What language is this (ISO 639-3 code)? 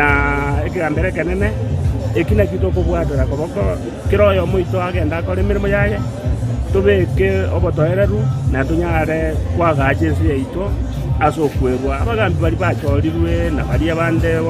guz